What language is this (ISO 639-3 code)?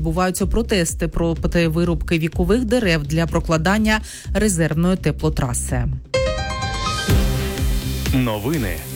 ukr